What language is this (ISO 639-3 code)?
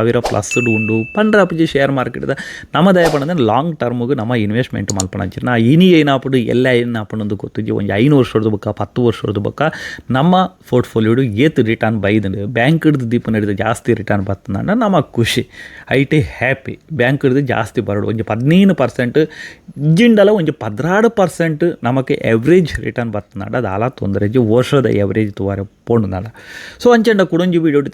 tcy